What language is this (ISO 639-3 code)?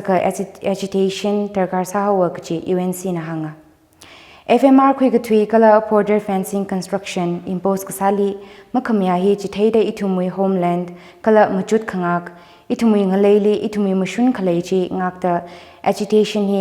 nmf